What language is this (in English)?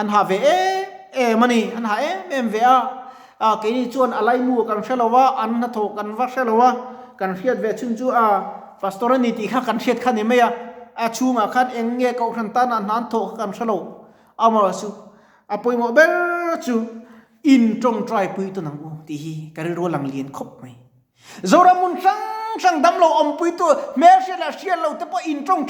Mizo